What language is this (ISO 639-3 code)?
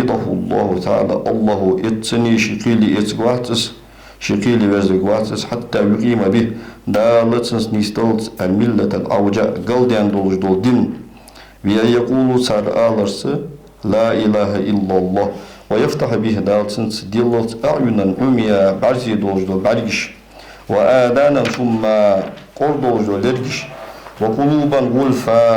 inh